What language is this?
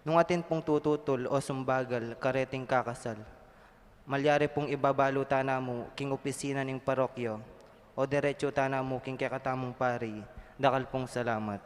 Pampanga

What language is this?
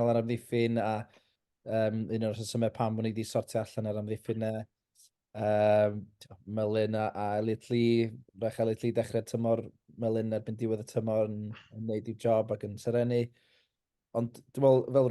Welsh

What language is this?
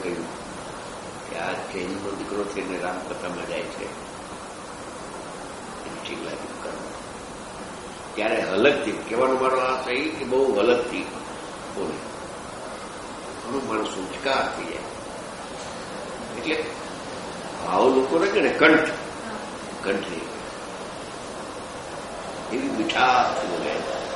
Gujarati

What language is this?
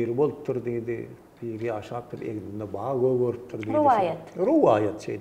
Turkmen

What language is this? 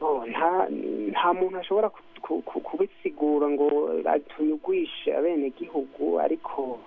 Rundi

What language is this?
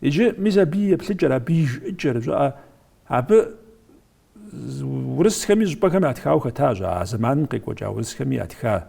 Kabardian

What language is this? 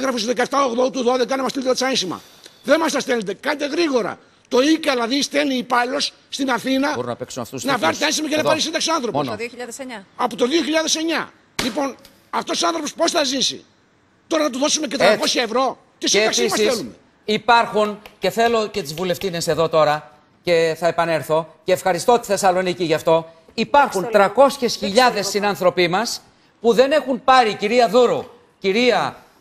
Greek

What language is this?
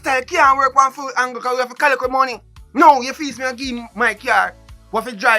Jamaican Creole English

